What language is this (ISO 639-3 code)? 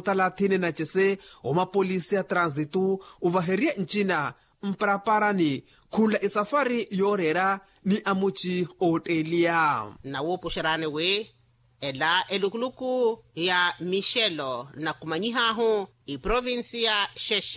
vmw